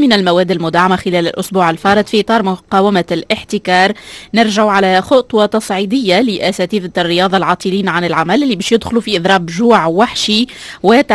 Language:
Tunisian Arabic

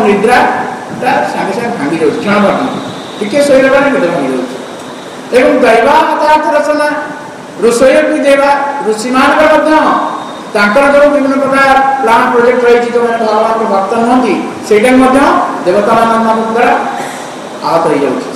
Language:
Odia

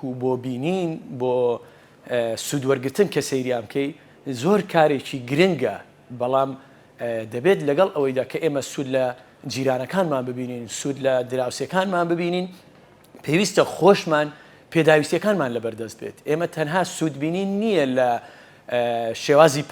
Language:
Central Kurdish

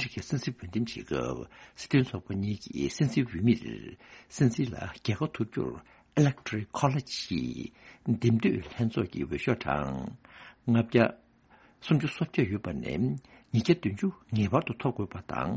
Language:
Tibetan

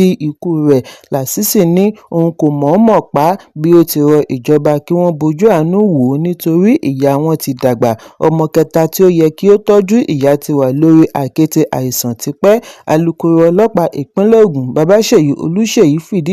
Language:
Yoruba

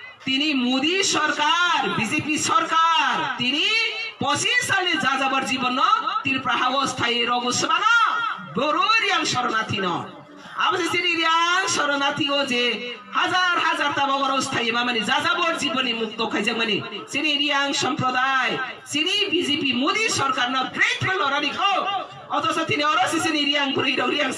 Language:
Kok Borok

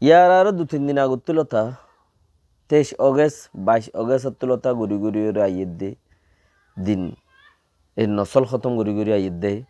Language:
Rohingya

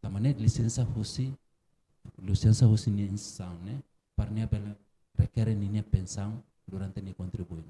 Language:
Tetum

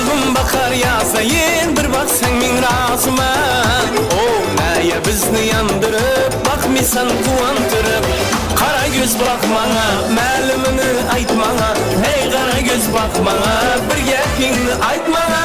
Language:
Kara-Kalpak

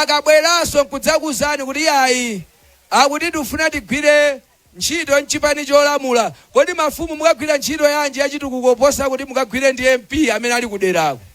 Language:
Nyanja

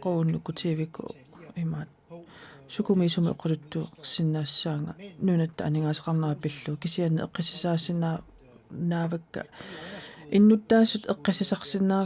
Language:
Kalaallisut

